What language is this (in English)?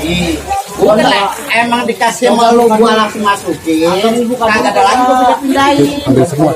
Betawi